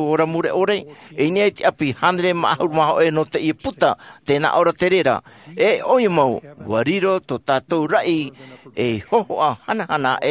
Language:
Tahitian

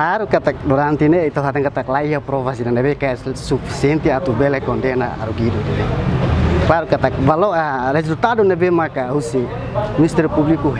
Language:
Tetum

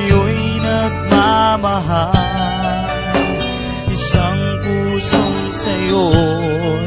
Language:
Filipino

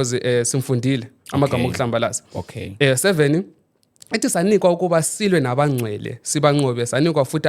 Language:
Zulu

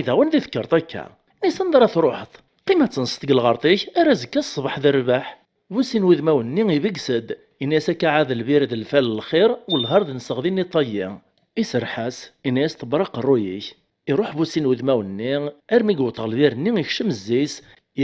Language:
Kabyle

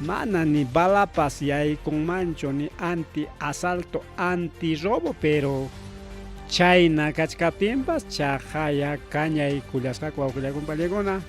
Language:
Ayacucho Quechua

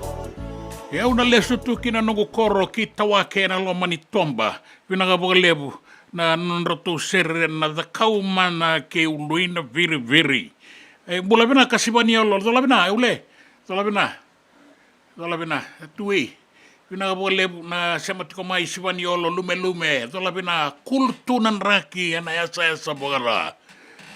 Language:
Fijian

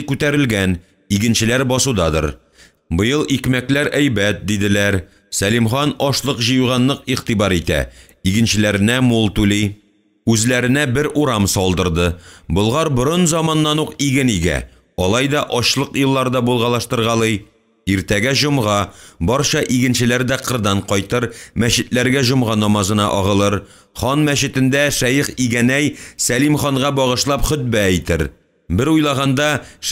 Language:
Tatar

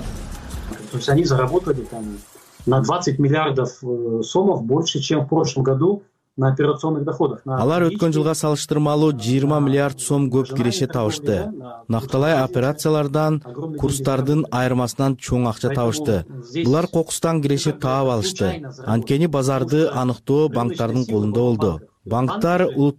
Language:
Kyrgyz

